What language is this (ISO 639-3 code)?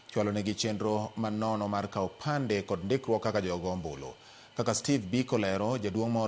luo